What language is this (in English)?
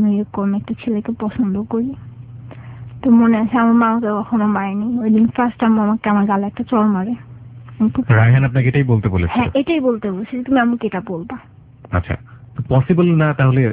Bangla